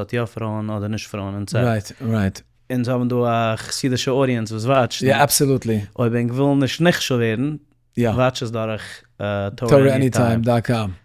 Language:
Yiddish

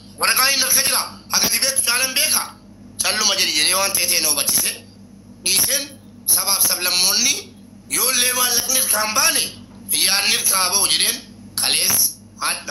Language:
Oromo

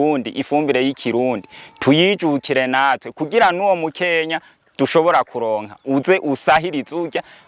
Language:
Rundi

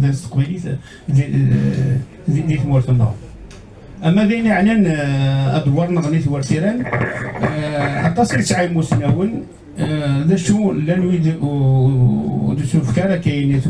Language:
Kabyle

